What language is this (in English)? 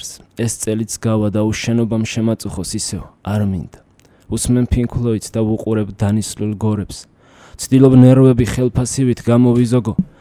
Georgian